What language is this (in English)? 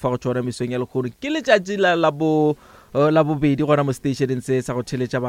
Northern Sotho